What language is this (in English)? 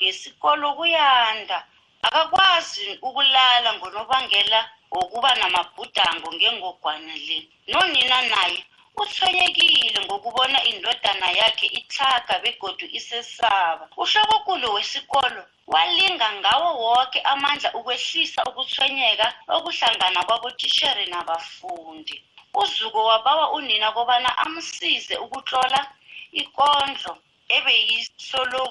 South Ndebele